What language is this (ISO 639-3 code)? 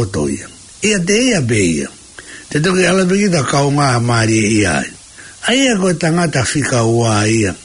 ton